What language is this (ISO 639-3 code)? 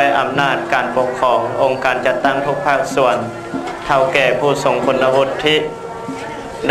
tha